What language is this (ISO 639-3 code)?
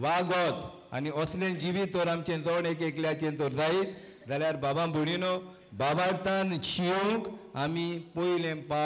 kok